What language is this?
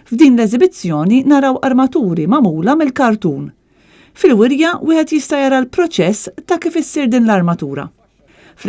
Maltese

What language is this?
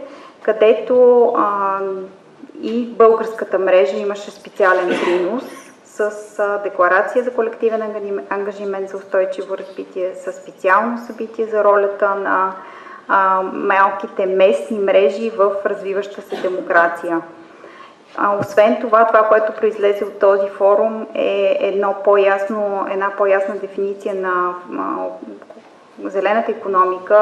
Bulgarian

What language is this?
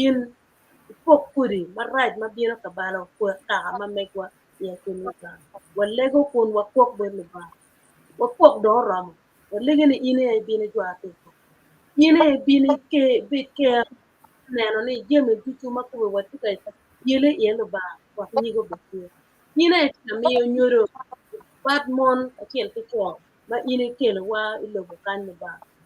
Acoli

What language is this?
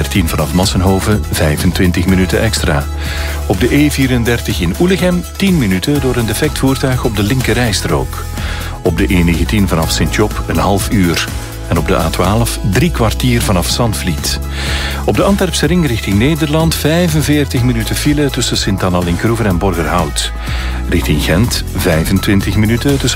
Dutch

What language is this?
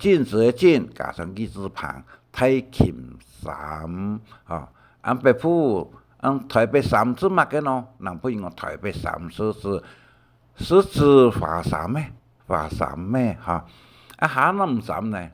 Hakka Chinese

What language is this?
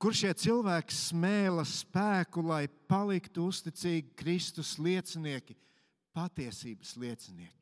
Latvian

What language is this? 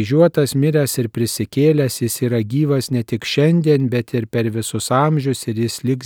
Lithuanian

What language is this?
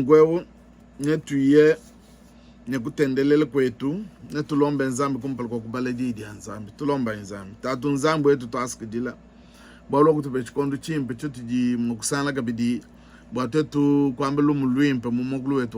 Luba-Lulua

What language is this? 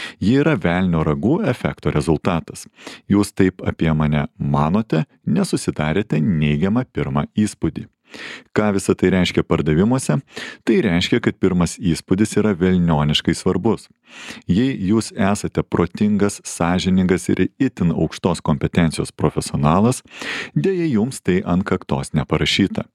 Lithuanian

